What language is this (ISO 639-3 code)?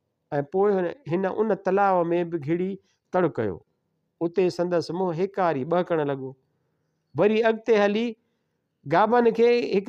snd